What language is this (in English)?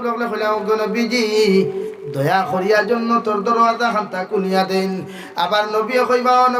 Sylheti